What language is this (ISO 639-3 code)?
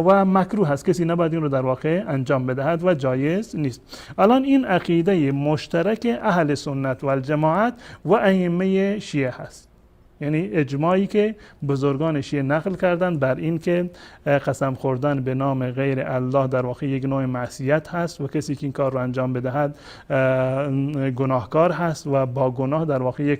fas